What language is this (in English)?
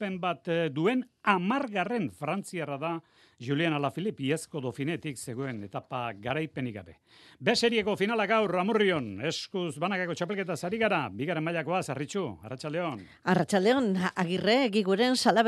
Basque